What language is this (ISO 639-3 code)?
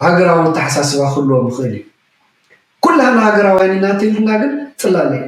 tir